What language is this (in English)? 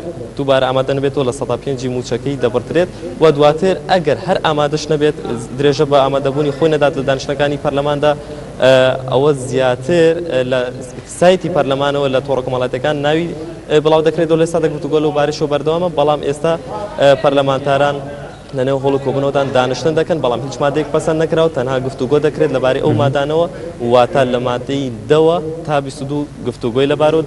Central Kurdish